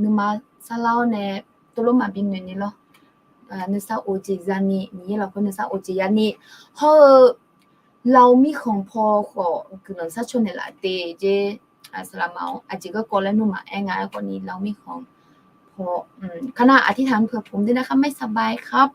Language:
Akha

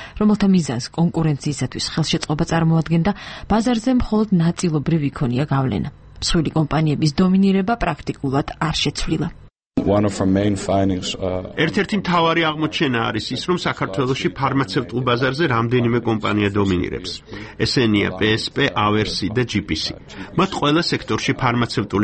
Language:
Georgian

